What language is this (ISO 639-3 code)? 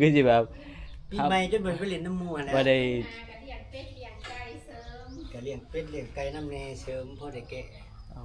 tts